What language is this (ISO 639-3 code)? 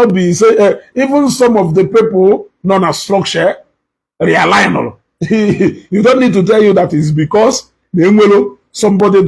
ibo